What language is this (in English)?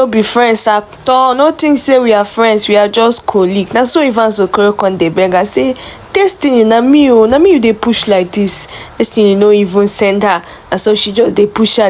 Nigerian Pidgin